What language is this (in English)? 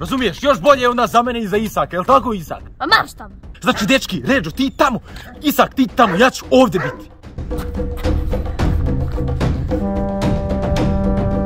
Croatian